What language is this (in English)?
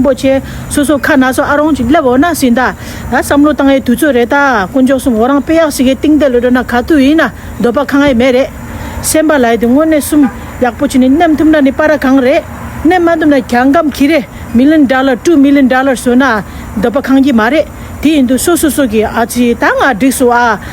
Tibetan